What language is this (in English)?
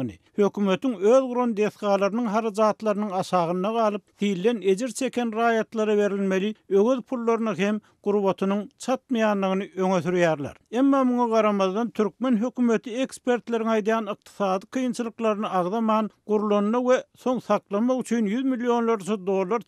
Turkmen